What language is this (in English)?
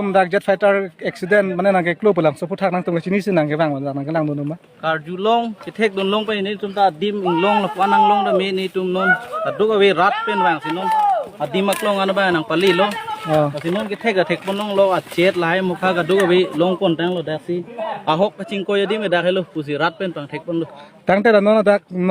Karbi